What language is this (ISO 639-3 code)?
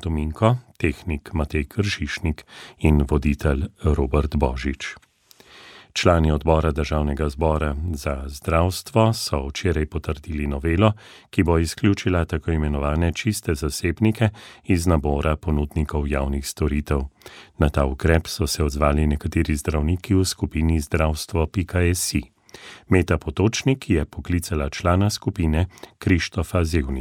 slv